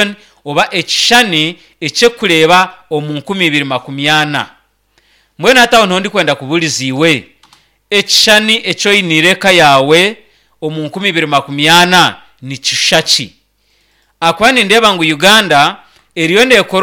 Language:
Nyankole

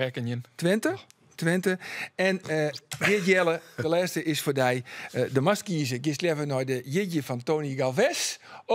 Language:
Western Frisian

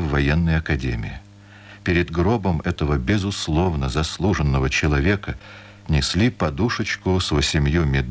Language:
Russian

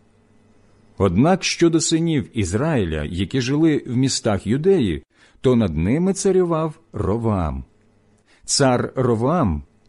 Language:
Ukrainian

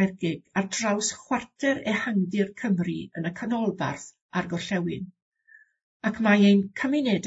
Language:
Welsh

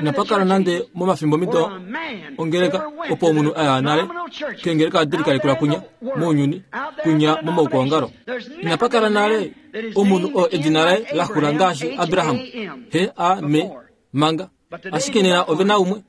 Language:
Kuanyama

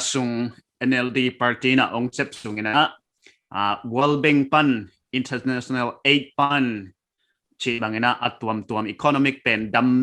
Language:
Paite Chin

